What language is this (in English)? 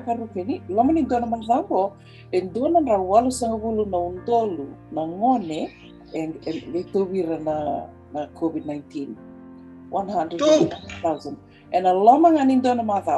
Fijian